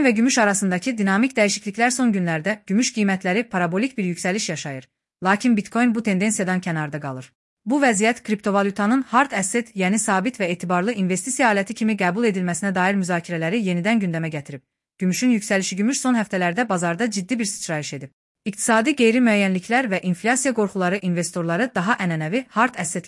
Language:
Azerbaijani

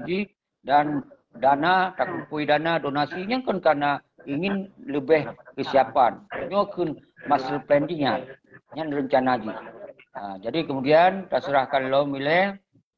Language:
Achinese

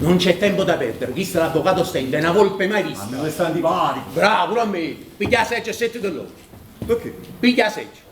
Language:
Neapolitan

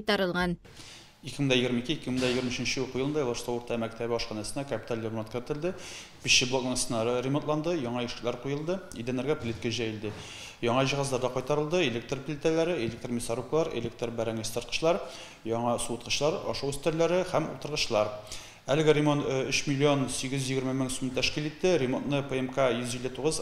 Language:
Tatar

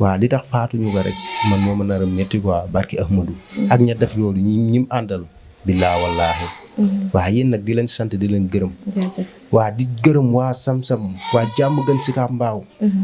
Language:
Wolof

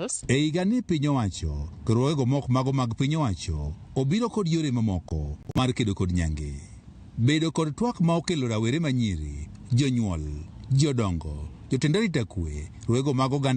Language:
Luo (Kenya and Tanzania)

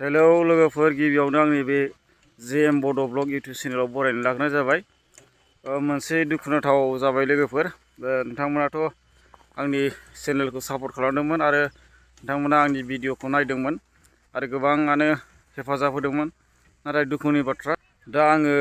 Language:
Bodo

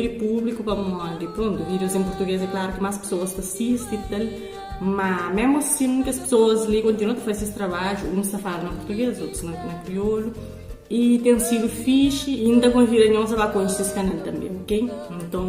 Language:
Kabuverdianu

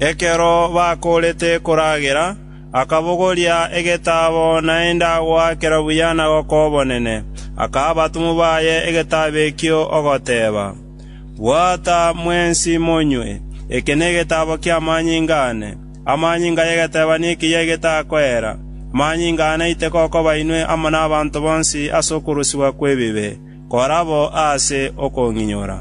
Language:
Gusii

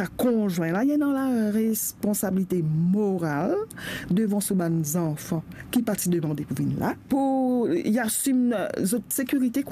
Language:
Morisyen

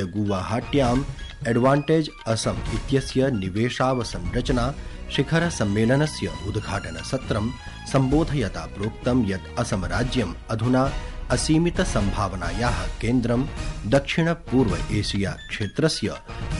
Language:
Sanskrit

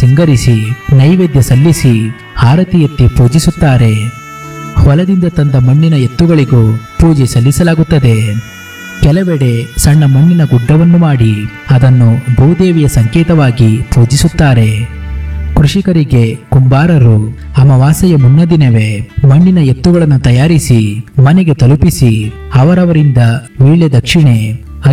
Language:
Kannada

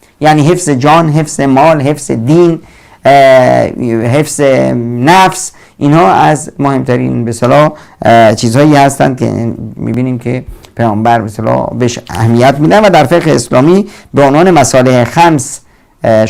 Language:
Persian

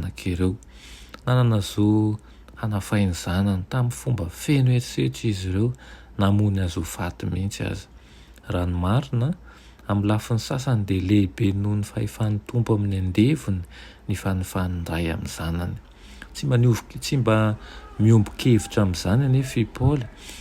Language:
Malagasy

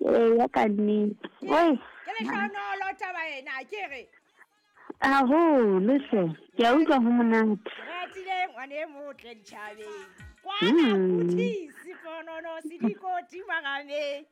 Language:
Southern Sotho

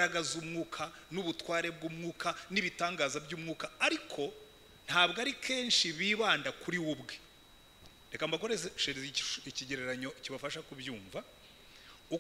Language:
Kinyarwanda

